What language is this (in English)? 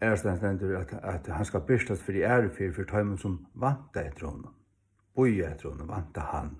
Faroese